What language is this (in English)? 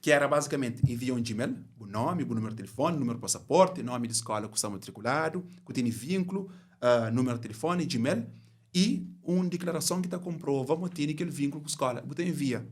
Kabuverdianu